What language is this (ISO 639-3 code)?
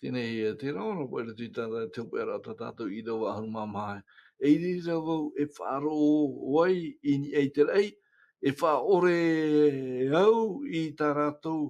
tah